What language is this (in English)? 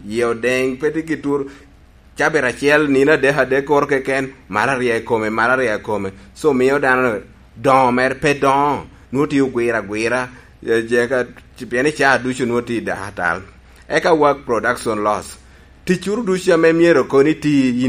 Lango (Uganda)